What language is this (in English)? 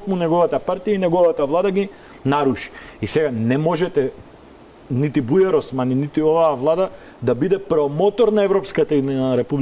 Macedonian